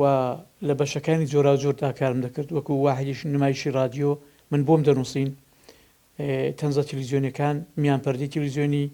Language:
Central Kurdish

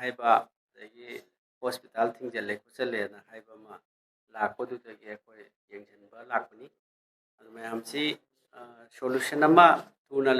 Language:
Manipuri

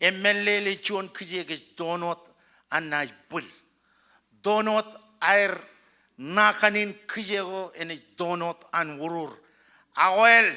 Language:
Marshallese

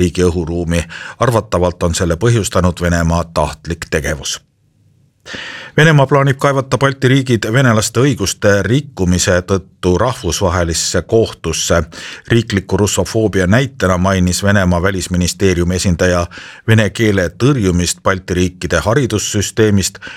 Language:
Estonian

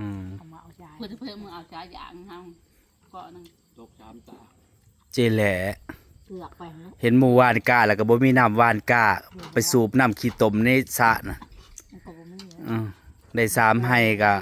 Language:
Northeastern Thai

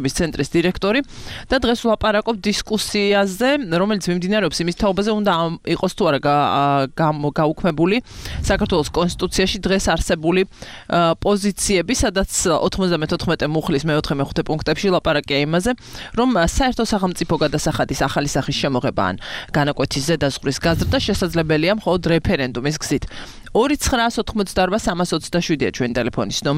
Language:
Georgian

